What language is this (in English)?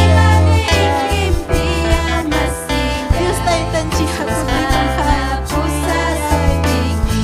Ayacucho Quechua